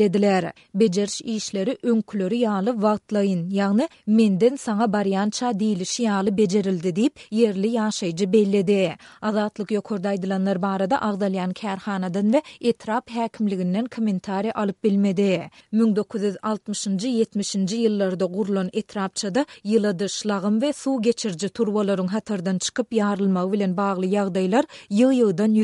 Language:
Turkmen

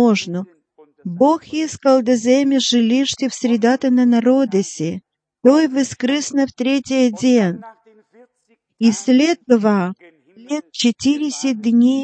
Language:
Bulgarian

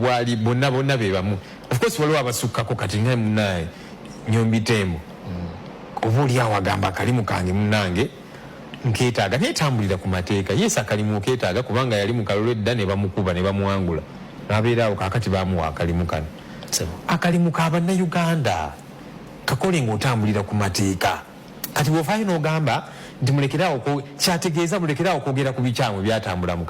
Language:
Ganda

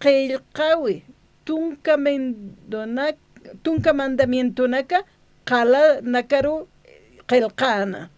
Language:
Aymara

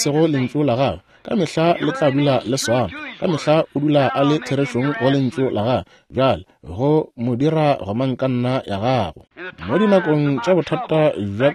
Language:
Northern Sotho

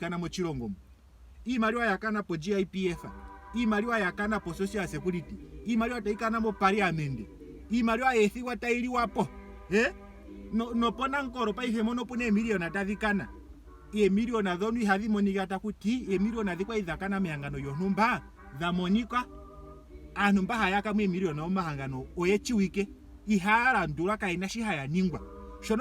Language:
Ndonga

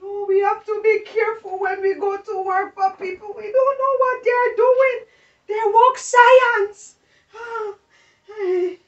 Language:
Jamaican Creole English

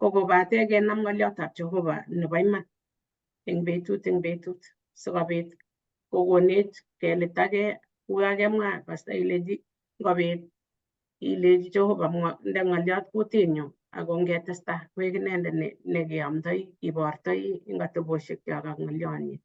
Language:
Kalenjin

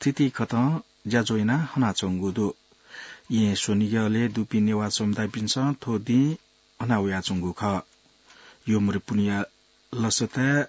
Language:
Newari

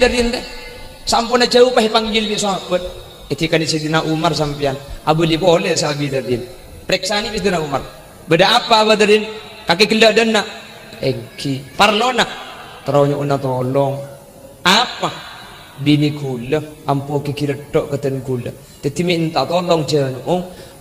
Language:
Madurese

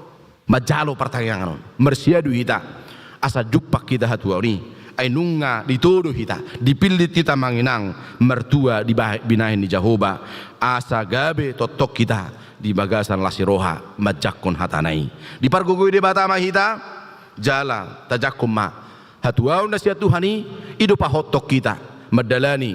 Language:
Batak Toba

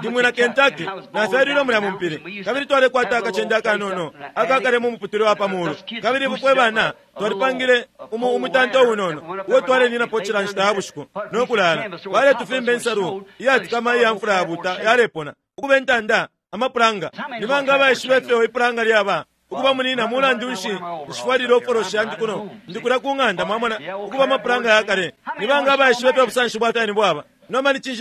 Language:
Bemba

